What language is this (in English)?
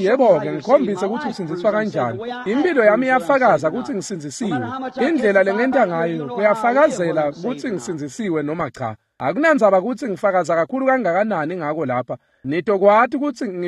Swati